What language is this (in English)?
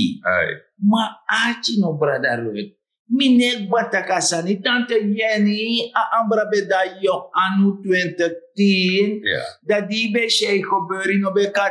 Sranan Tongo